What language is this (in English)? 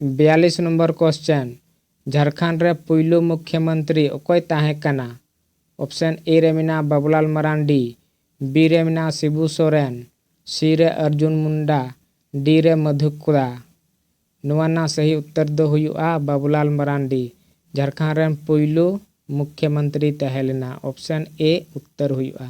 Santali